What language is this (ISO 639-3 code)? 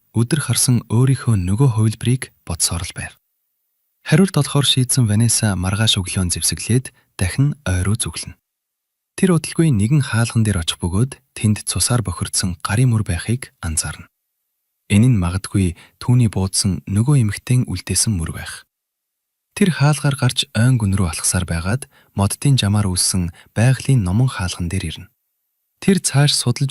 mon